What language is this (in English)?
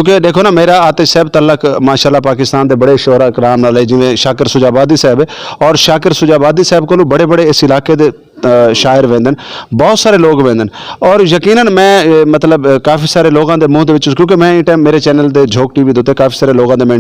Saraiki